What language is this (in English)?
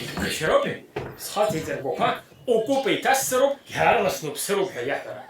Abkhazian